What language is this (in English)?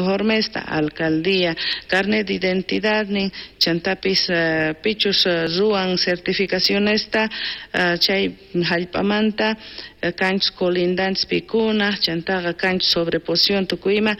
South Bolivian Quechua